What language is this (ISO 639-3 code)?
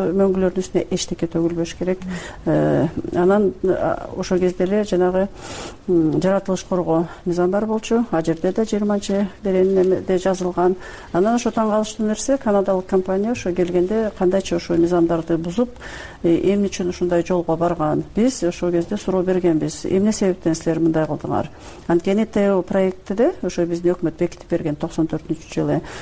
kir